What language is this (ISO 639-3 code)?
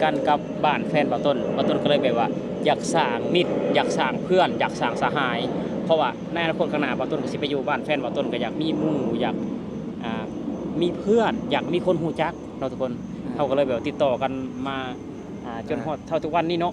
lao